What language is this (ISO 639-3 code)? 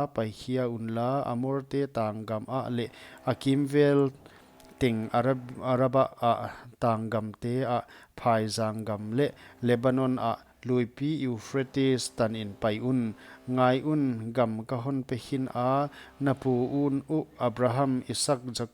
pck